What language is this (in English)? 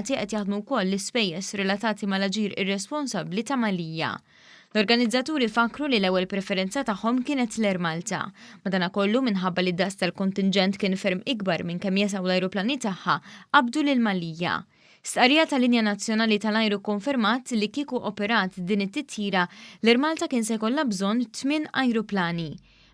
Maltese